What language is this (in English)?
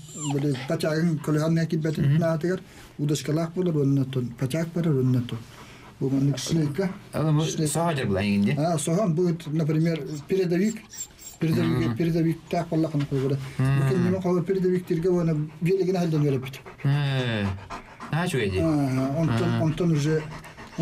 Yakut